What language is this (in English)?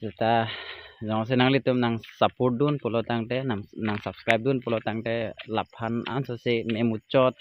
Karbi